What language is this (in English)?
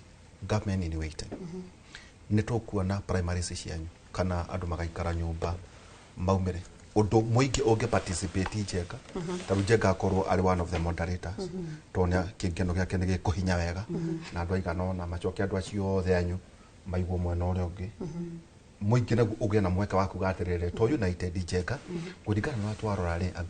Kikuyu